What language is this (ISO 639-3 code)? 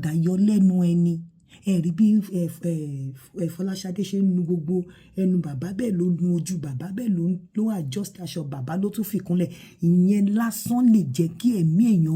yor